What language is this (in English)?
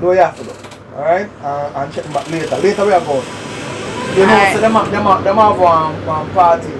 Jamaican Creole English